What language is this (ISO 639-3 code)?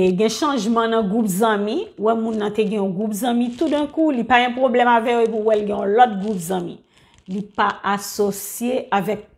hat